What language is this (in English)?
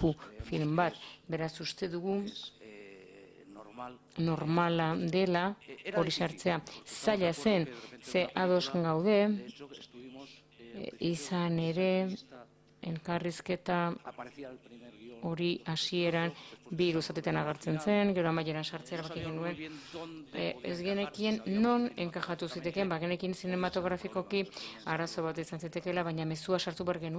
Basque